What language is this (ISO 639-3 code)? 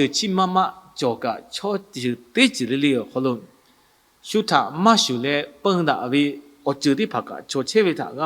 lhu